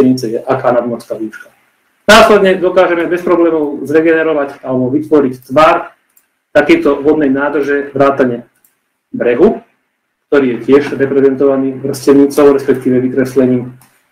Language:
Slovak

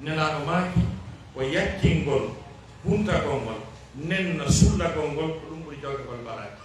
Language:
Fula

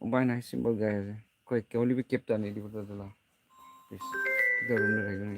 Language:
Naga Pidgin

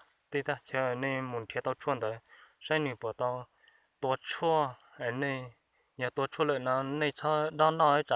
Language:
Hmong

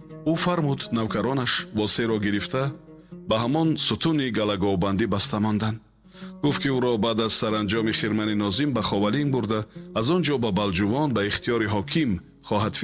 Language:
Tajik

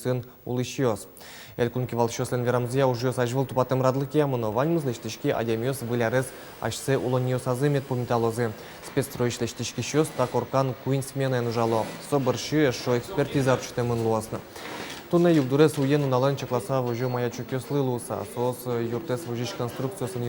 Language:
Udmurt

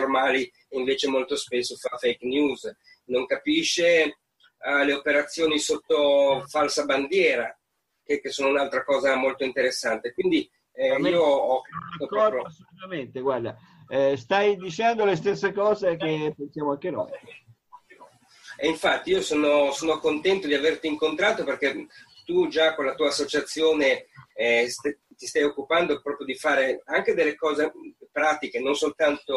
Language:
Italian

